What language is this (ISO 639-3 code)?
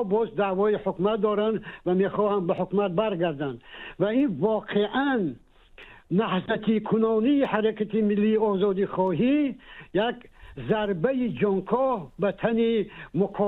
tgk